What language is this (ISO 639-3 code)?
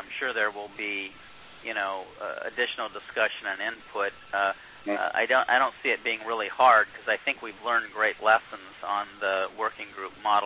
eng